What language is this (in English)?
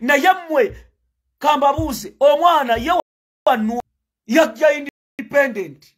Ganda